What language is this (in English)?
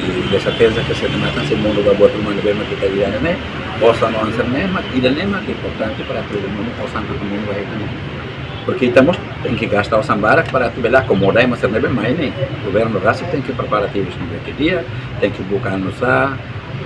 Tetum